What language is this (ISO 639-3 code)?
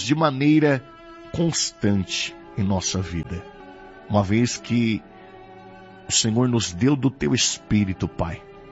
por